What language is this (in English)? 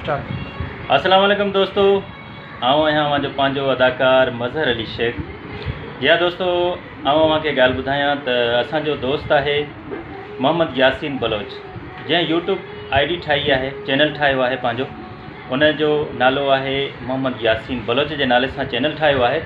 Sindhi